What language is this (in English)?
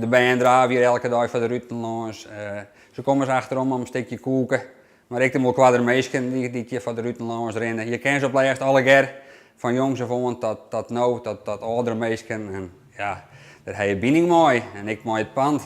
Western Frisian